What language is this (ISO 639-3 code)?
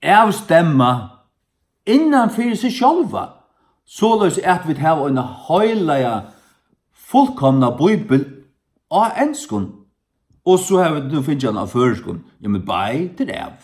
fao